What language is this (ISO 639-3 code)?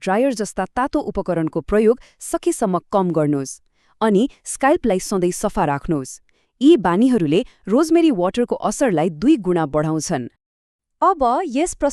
nep